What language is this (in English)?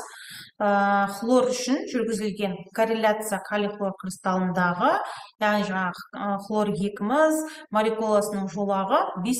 Kazakh